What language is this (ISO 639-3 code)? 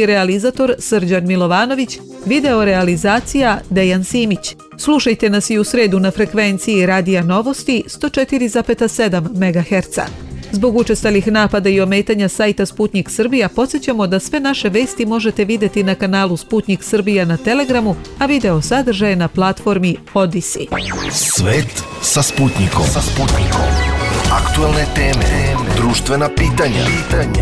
srp